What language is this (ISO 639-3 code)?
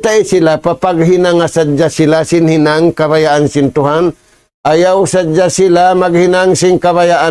tsg